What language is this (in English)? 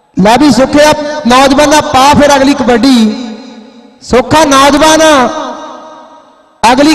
Punjabi